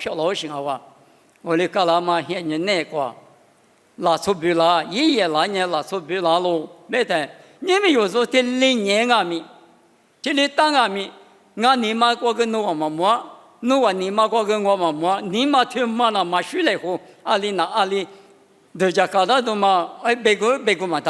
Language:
Lisu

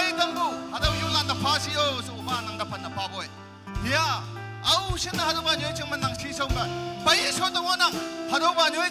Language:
Naga Pidgin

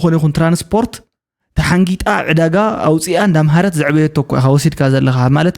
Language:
Tigrinya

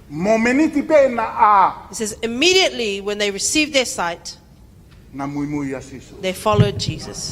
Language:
Tongan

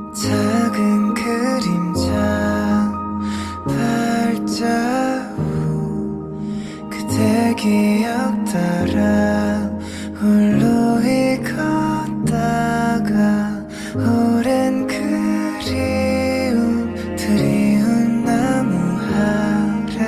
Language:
Korean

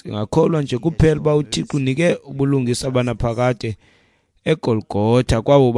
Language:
Xhosa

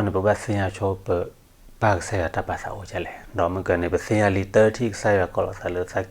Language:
S'gaw Karen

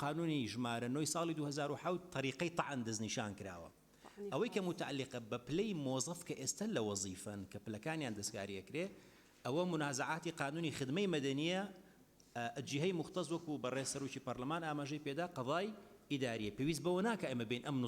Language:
Central Kurdish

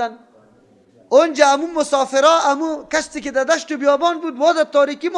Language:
Persian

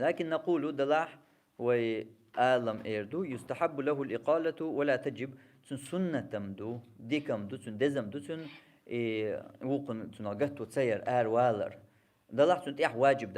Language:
Chechen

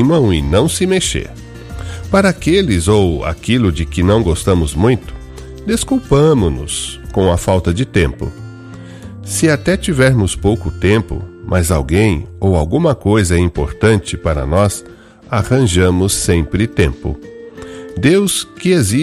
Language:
Portuguese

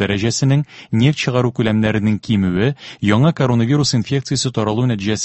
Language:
Tatar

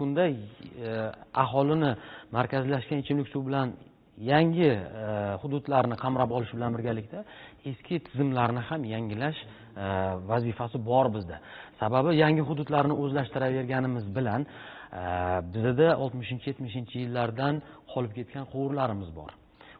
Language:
Uzbek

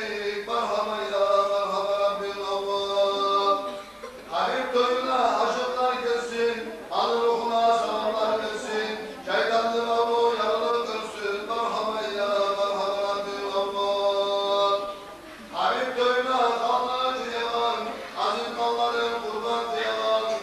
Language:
Kumyk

